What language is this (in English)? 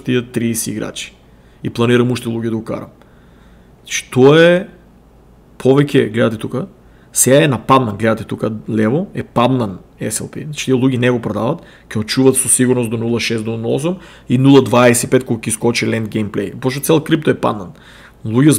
Macedonian